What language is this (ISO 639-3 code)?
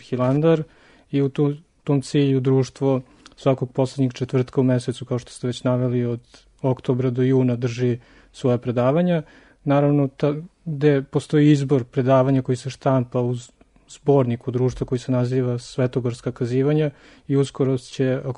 srp